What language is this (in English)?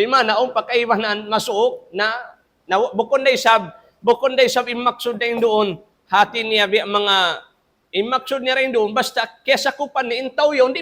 Tausug